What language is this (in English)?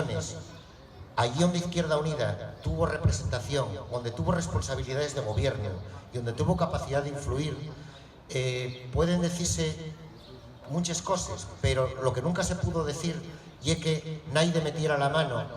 Asturian